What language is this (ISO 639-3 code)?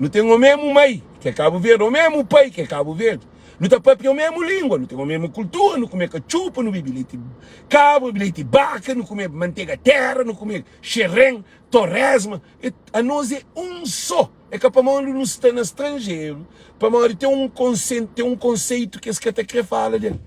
kea